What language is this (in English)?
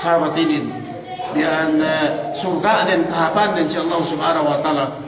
Yakan